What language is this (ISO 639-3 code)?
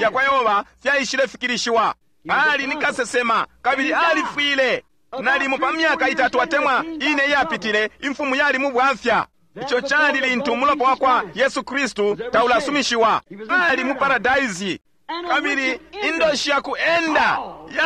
bem